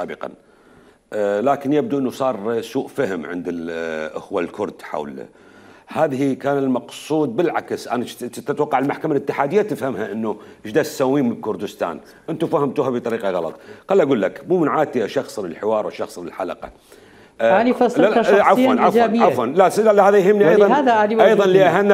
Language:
Mesopotamian Arabic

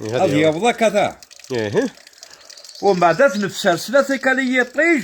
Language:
Kabyle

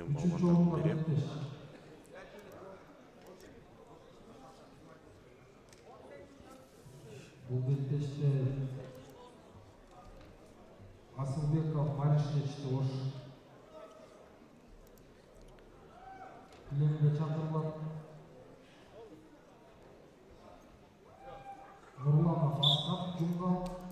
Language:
Kyrgyz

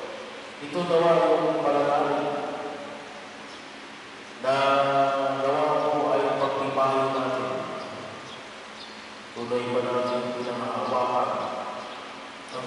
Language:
Filipino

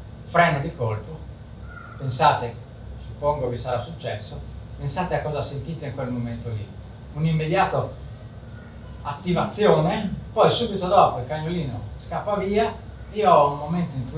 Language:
Italian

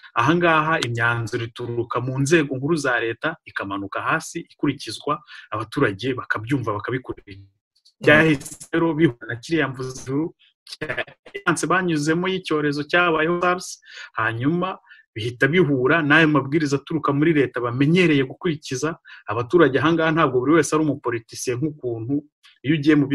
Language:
Kinyarwanda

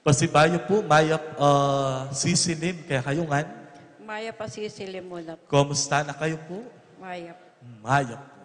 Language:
Pampanga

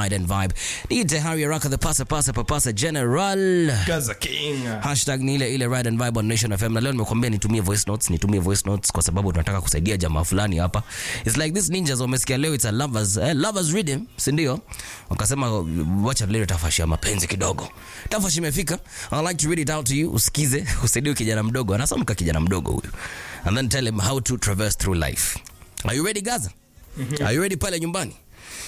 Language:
Swahili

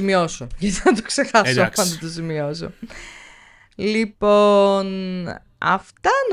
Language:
Greek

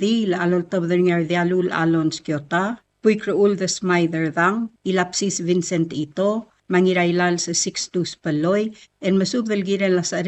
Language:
Palauan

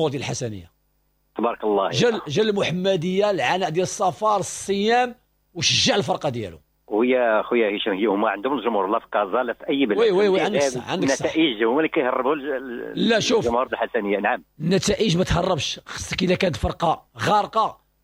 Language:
Moroccan Arabic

